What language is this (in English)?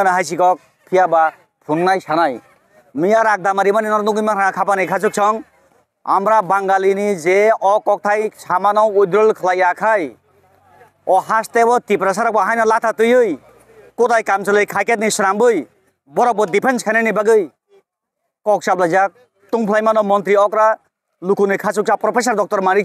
Kok Borok